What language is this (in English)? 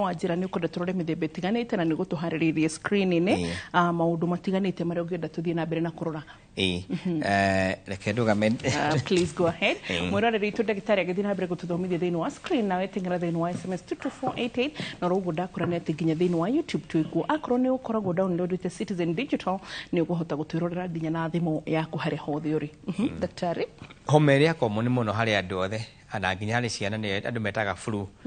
Kikuyu